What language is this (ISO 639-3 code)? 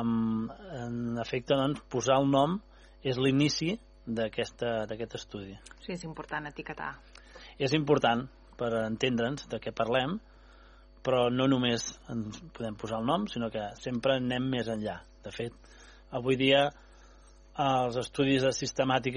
cat